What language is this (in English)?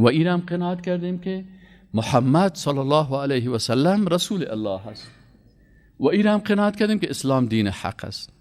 Persian